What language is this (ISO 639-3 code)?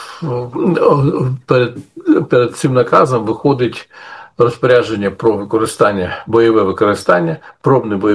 ukr